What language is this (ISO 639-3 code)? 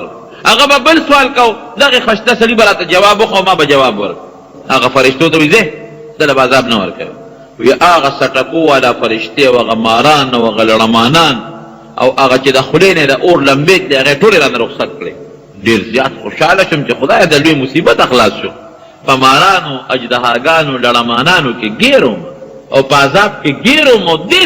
pus